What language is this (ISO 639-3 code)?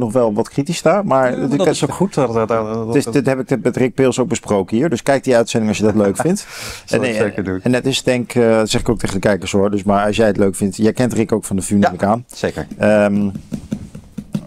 nld